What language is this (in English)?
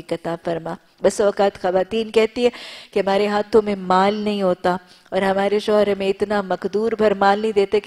Urdu